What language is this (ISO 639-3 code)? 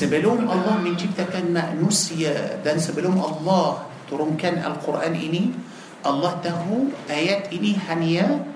msa